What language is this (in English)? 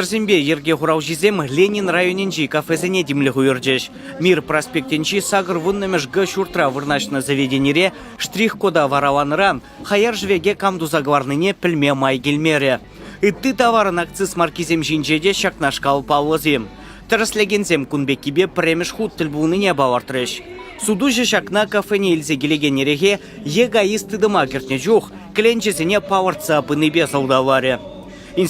Chuvash